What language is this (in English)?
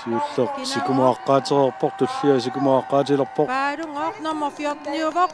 Kalaallisut